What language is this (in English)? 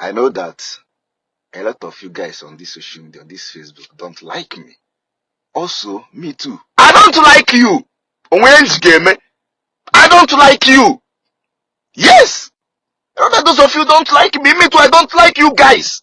Igbo